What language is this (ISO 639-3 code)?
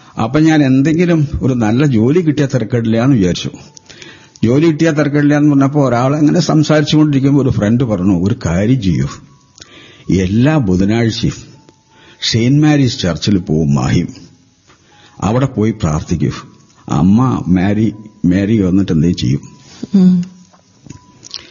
mal